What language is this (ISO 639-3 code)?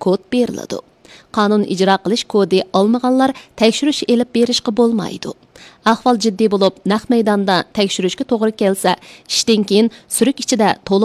uig